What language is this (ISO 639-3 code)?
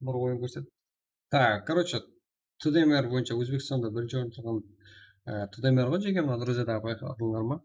kaa